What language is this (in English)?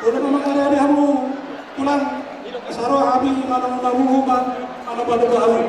Batak Toba